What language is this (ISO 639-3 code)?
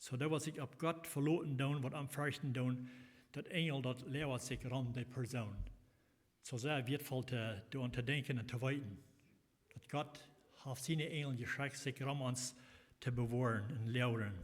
pdt